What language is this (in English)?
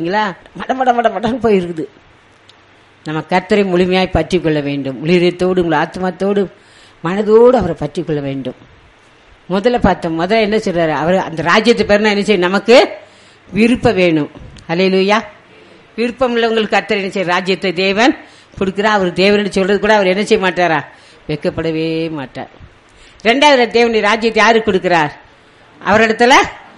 Tamil